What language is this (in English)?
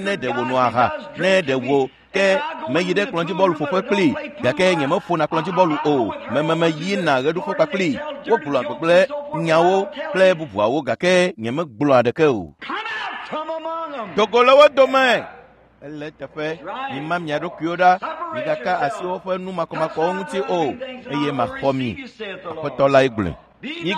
Ewe